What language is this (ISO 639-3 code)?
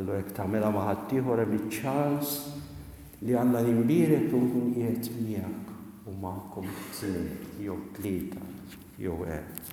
mlt